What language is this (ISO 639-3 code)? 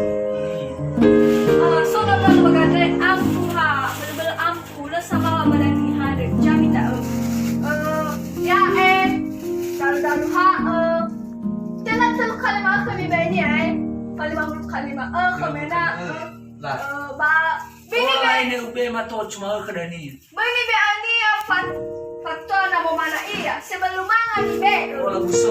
nia